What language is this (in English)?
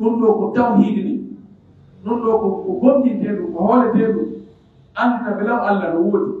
Pular